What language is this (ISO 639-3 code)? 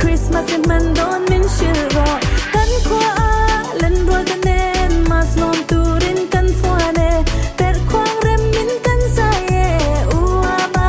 lus